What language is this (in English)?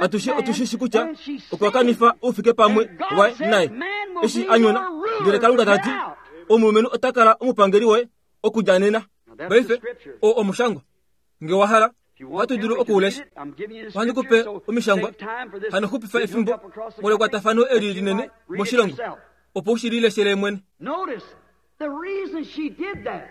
Kuanyama